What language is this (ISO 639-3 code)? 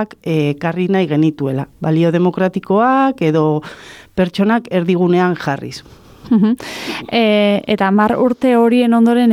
eus